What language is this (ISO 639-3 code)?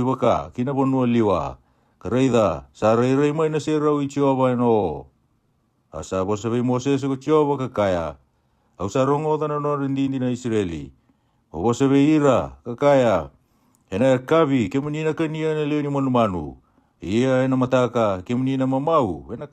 fij